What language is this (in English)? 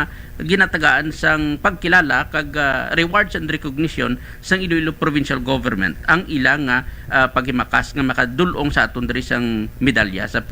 Hiligaynon